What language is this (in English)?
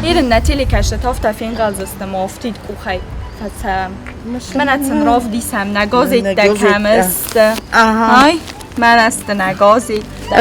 Ossetic